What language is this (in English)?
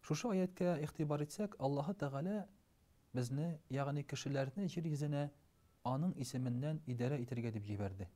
Tatar